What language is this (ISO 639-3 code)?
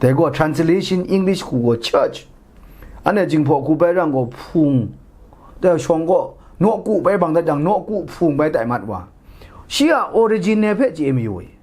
kac